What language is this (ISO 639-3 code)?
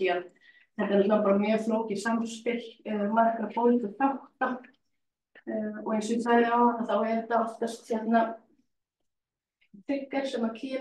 isl